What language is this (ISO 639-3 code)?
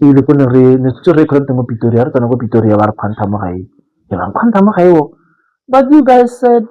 tsn